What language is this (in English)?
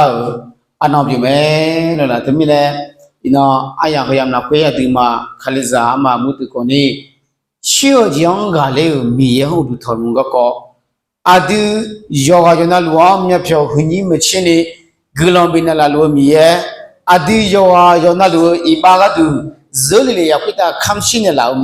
Akha